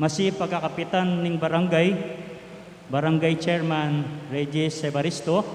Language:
Pampanga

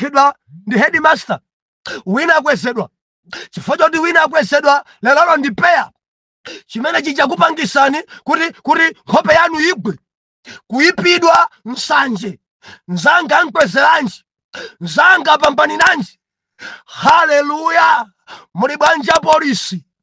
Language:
Nyanja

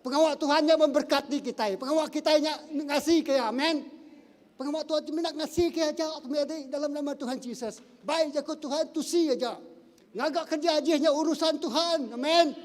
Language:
Iban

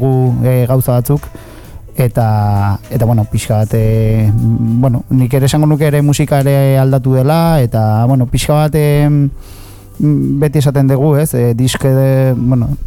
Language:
Basque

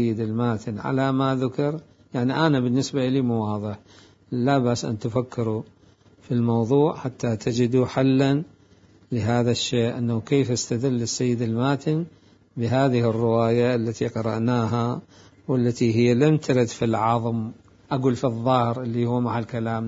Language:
Mesopotamian Arabic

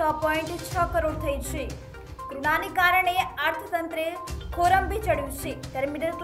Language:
Gujarati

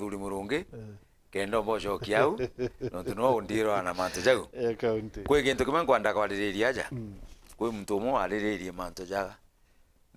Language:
Meru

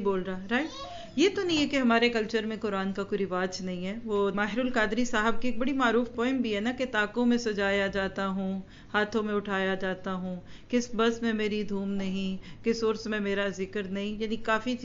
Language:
Urdu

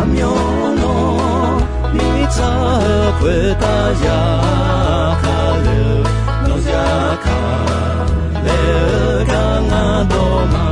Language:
Akha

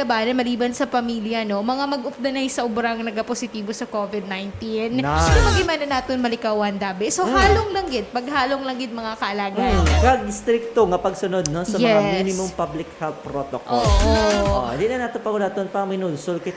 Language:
Hiligaynon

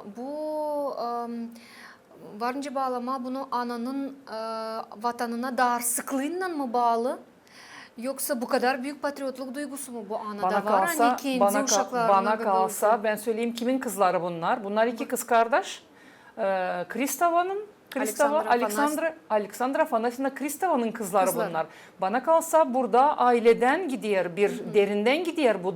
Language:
Gagauz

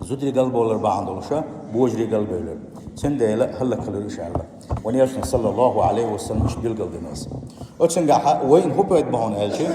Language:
Chechen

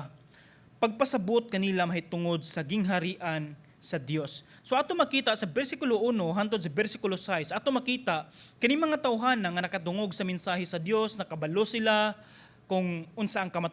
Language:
Cebuano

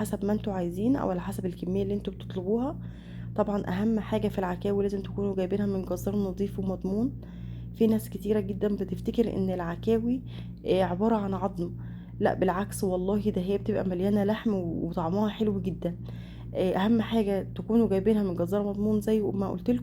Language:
Egyptian Arabic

